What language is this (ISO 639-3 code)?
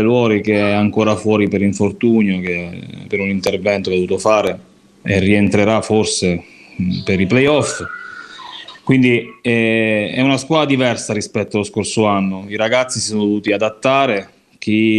ita